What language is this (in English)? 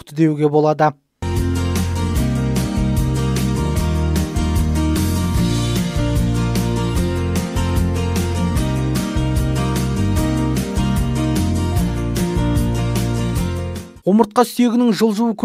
Kazakh